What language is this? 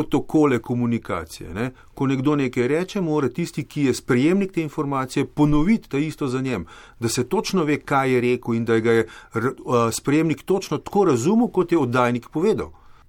Slovenian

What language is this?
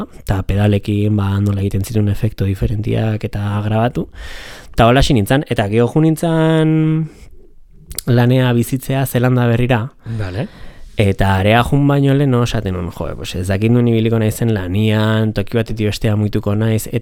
Basque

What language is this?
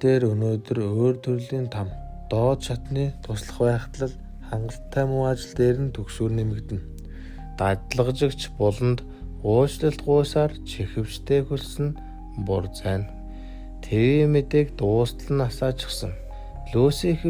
Mongolian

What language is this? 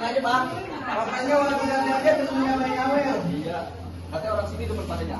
Betawi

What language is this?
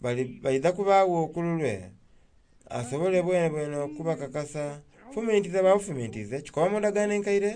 Soga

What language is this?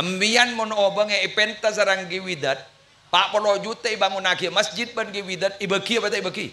Madurese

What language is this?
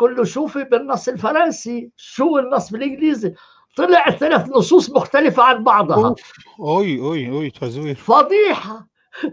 North Levantine Arabic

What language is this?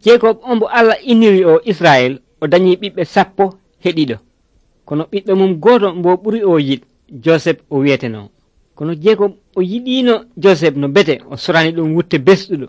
Nigerian Fulfulde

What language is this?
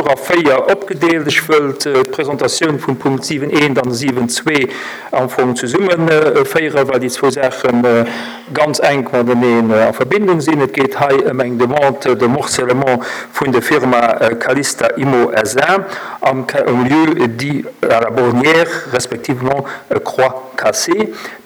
Luxembourgish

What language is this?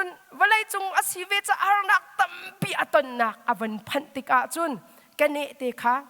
Hakha Chin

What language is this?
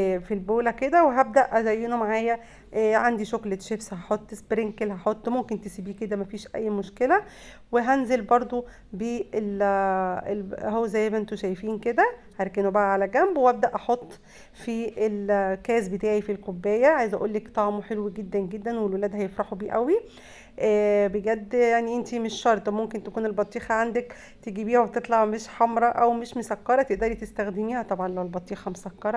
Egyptian Arabic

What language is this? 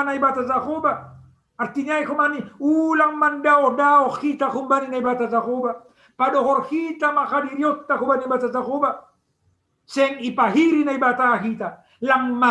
Batak Simalungun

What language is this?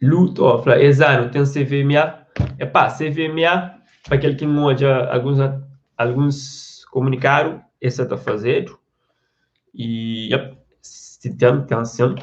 Kabuverdianu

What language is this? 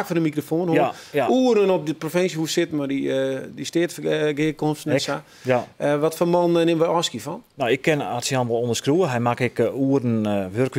Western Frisian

